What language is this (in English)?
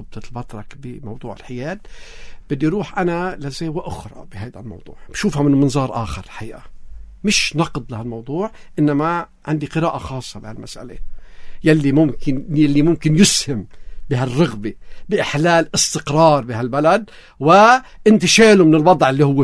North Levantine Arabic